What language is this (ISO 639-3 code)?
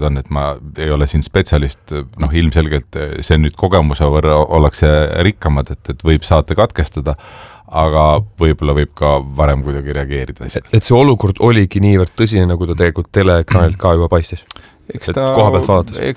est